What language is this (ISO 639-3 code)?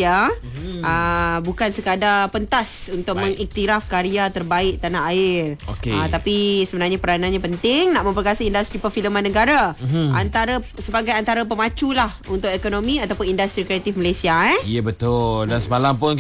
msa